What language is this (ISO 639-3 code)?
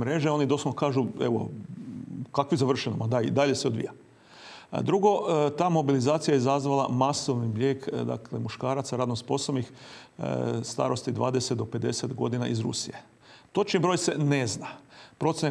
hrv